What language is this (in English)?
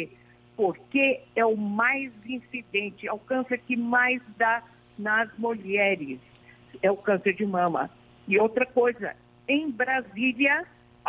Portuguese